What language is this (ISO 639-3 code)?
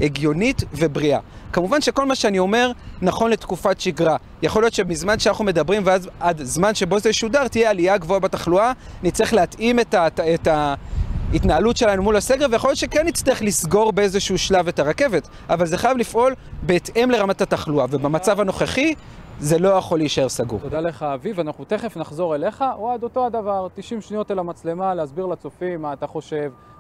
heb